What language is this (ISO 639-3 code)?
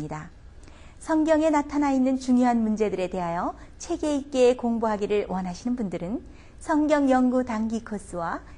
kor